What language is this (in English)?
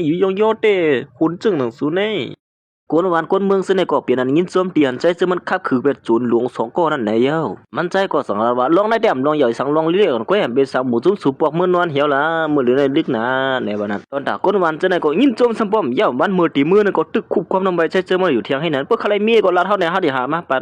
Shan